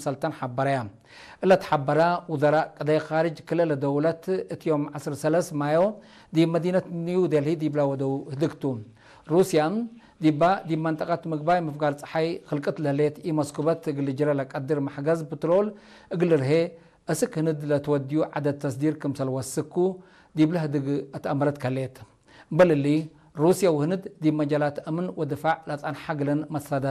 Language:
Tigre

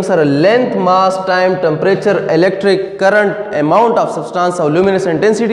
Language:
Pashto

